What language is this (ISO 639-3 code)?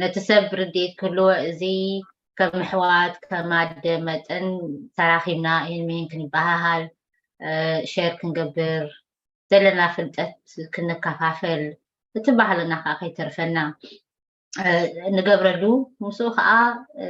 tir